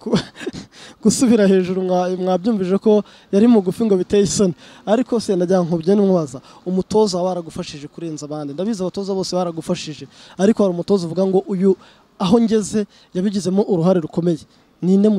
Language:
Kinyarwanda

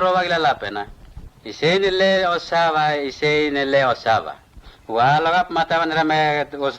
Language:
Mota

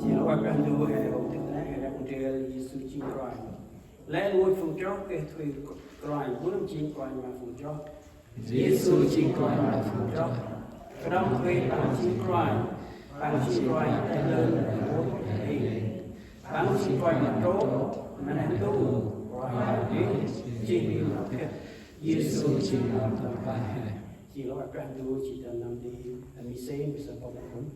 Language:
Central Mnong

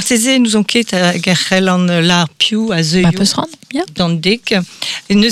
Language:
Breton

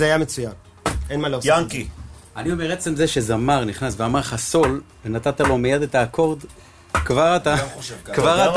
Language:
Hebrew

